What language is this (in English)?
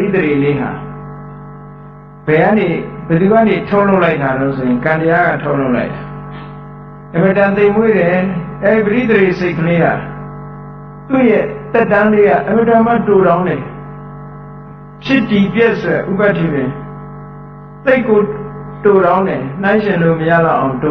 Burmese